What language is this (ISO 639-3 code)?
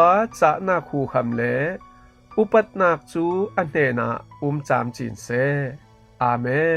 cfm